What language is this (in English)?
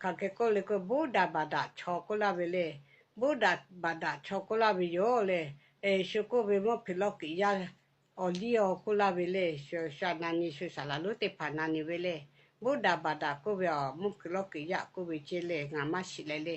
Lahu